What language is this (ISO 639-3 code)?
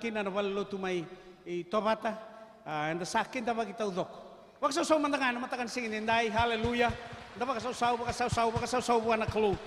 fij